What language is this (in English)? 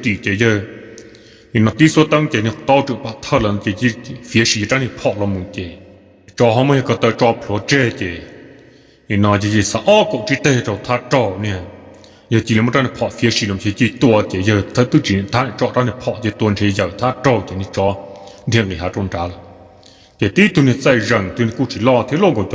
Hmong